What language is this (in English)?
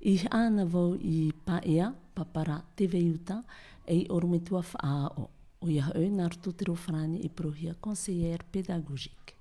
Tahitian